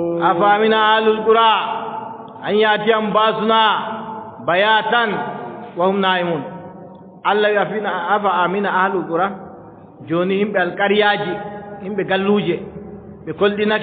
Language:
Adamawa Fulfulde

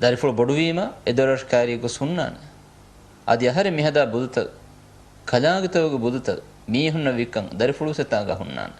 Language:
Divehi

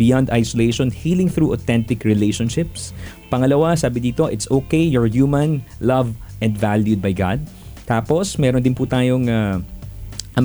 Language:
Filipino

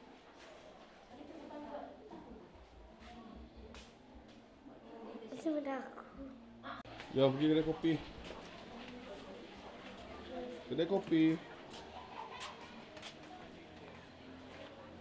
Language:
Malay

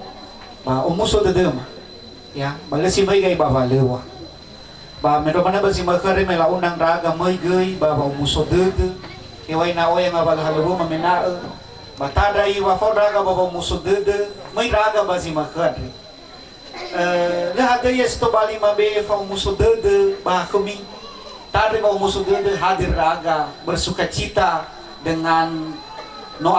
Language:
Nias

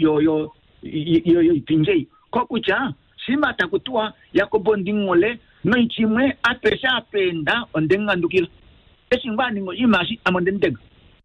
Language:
Kuanyama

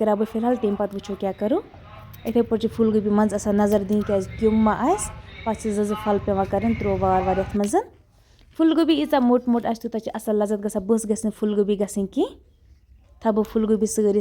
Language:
Kashmiri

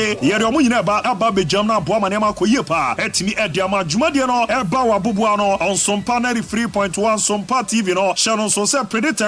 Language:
Akan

